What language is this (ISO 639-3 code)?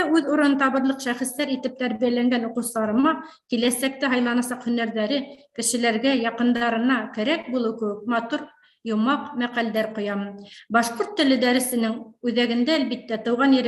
bak